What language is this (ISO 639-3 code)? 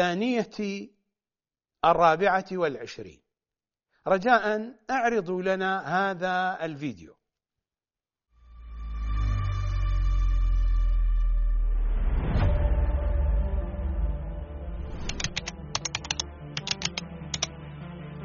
ara